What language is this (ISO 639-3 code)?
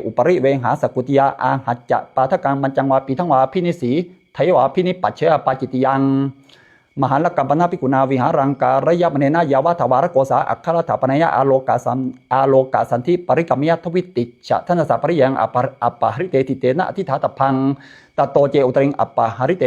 pli